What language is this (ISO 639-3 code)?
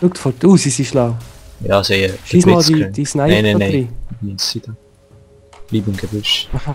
gsw